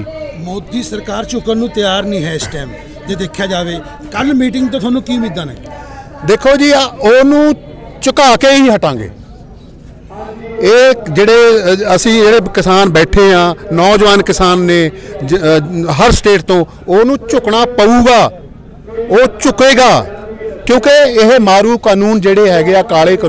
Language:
Punjabi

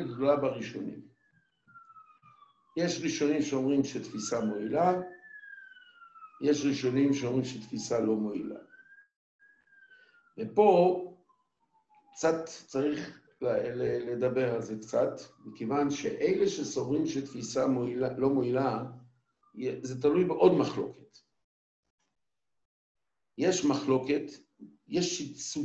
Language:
Hebrew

